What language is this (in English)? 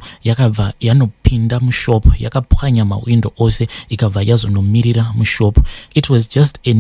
Shona